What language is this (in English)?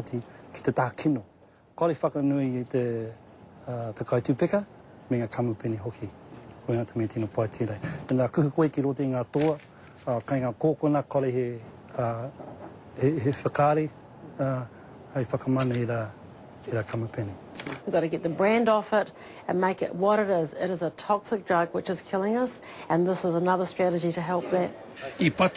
Māori